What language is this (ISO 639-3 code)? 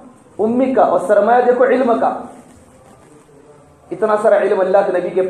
urd